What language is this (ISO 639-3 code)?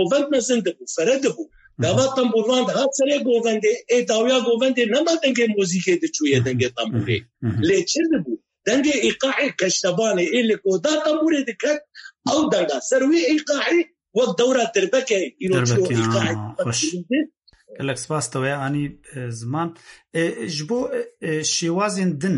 kur